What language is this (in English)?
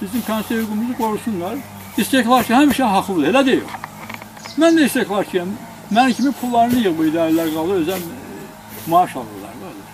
Azerbaijani